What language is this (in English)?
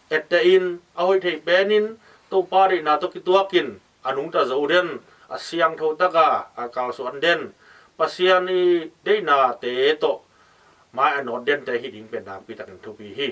Tedim Chin